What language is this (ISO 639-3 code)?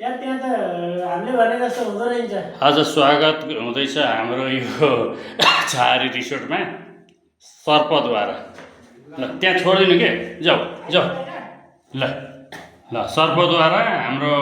nep